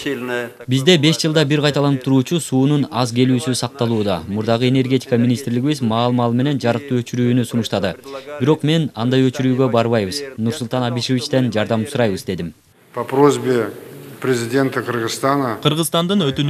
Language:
Kyrgyz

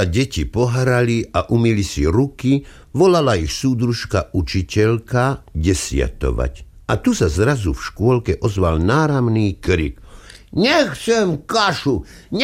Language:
Slovak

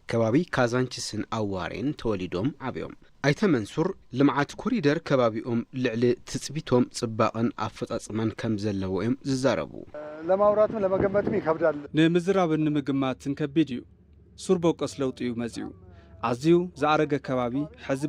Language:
Tigrinya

